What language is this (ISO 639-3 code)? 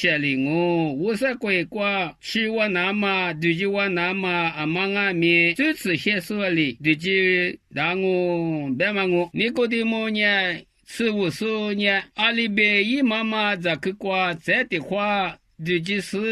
lis